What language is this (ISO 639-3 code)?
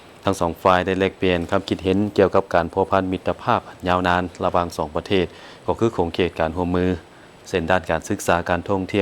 lao